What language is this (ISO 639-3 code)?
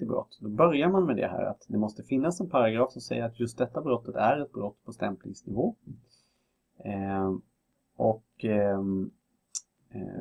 swe